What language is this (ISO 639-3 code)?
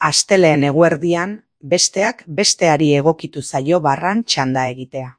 eus